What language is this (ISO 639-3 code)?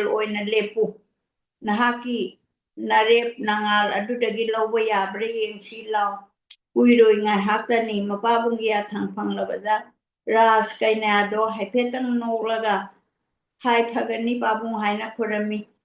mni